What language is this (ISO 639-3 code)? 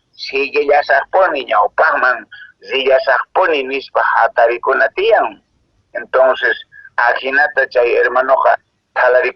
que